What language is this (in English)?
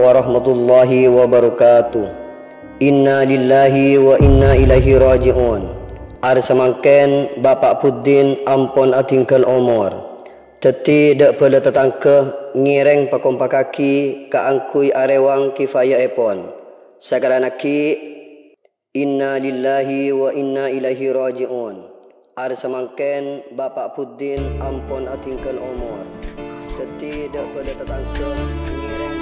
Madurese